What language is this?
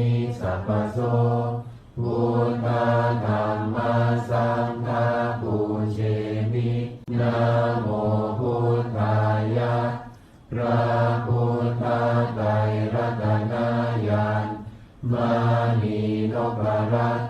Pali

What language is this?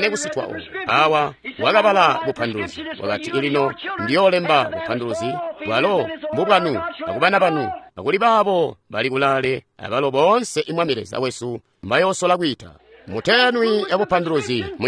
Tonga (Zambia)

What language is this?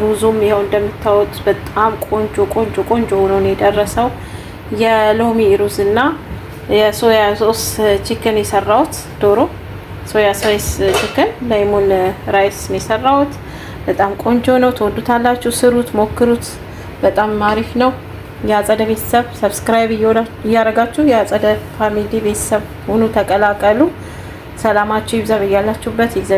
Amharic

